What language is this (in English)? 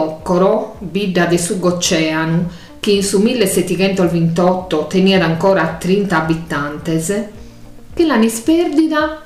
Sardinian